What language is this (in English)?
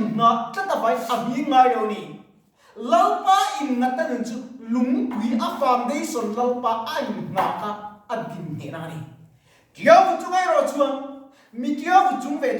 Mizo